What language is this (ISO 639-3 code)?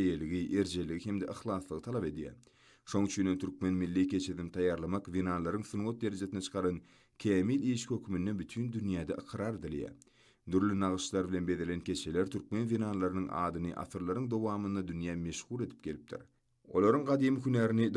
tuk